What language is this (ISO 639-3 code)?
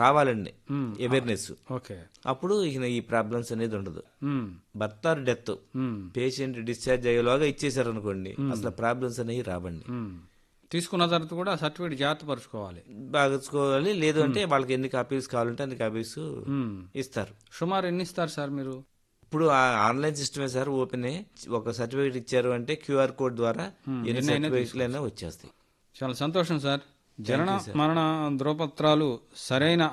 tel